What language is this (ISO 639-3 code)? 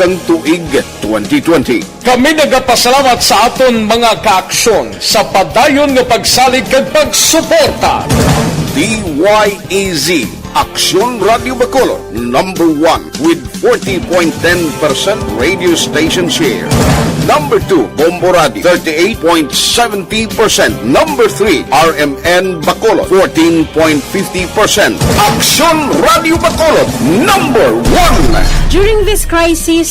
hil